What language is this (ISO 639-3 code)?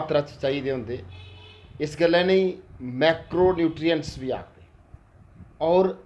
doi